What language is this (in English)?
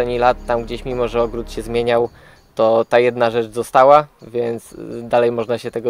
Polish